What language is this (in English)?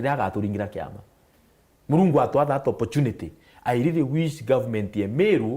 Meru